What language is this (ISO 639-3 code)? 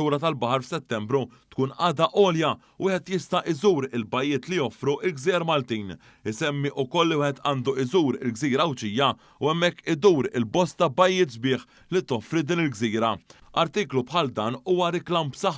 mlt